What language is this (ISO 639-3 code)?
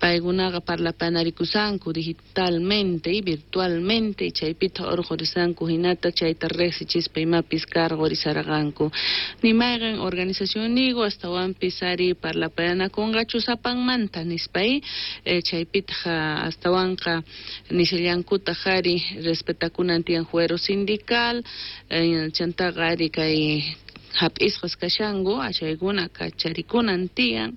quh